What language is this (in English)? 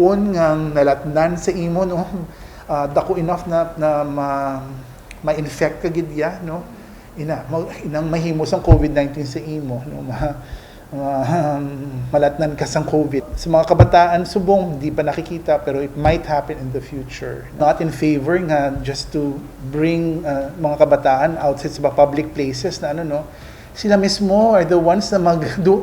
Hiligaynon